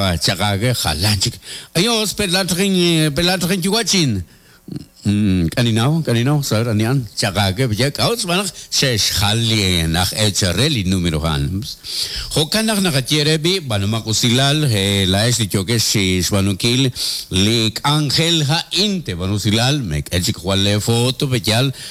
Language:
Kekchí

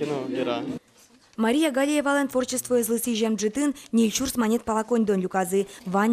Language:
Udmurt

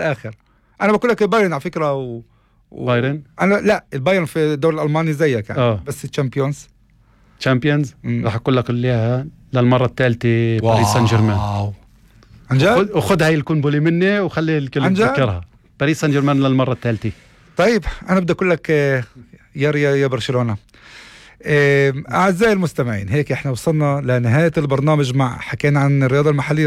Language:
North Levantine Arabic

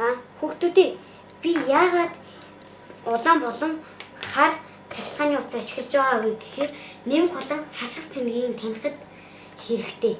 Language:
Mongolian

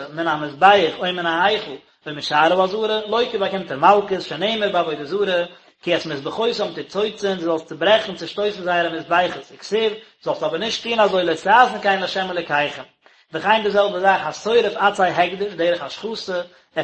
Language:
Yiddish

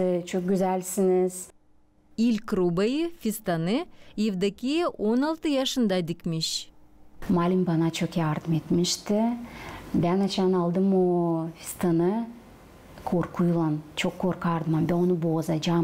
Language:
Gagauz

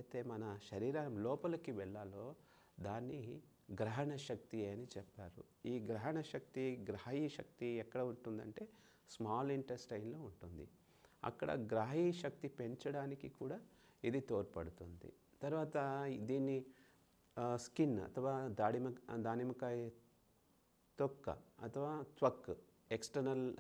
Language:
Telugu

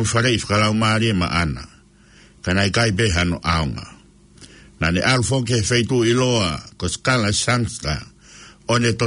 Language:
Tongan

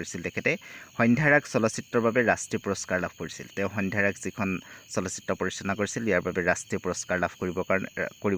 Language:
Assamese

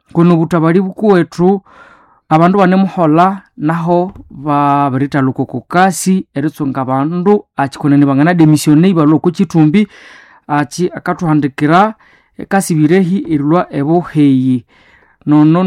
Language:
Nande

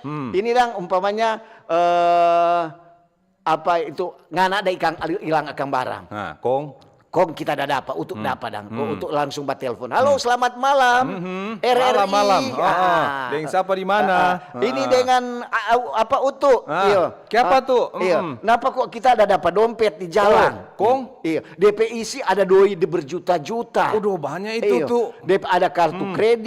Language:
Manado Malay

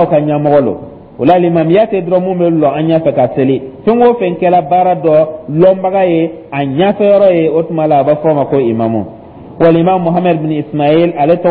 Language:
Dyula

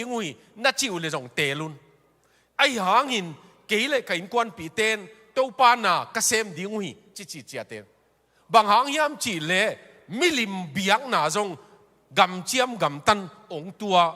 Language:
Tedim Chin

